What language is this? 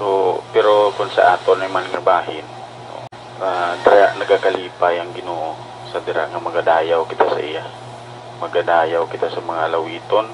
Hiligaynon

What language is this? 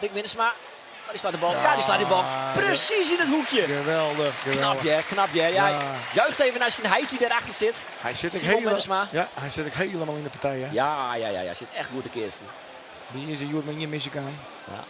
Western Frisian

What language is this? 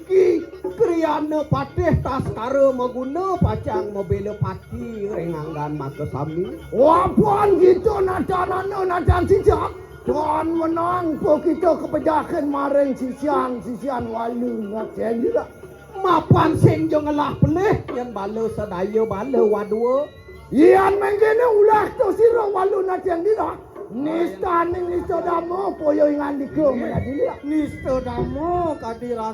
Balinese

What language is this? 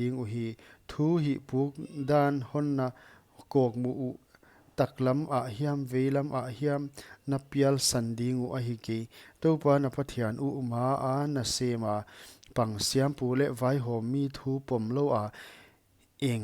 Paite Chin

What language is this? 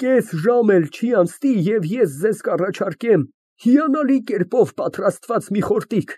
Armenian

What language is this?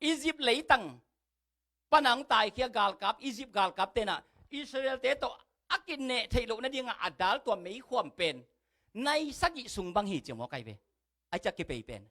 Tedim Chin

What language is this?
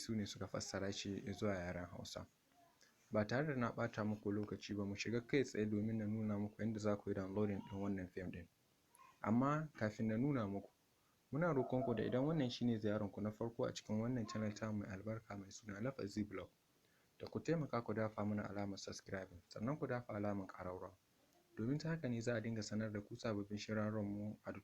Hausa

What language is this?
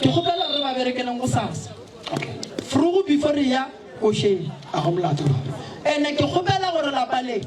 Northern Sotho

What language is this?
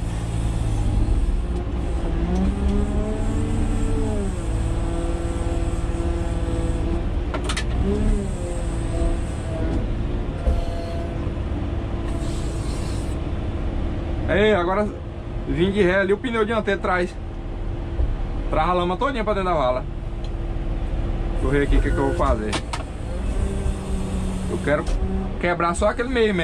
Portuguese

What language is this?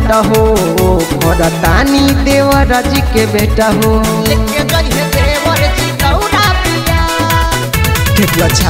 Bhojpuri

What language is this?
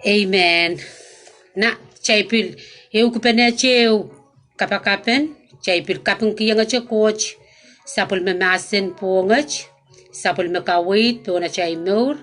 Pohnpeian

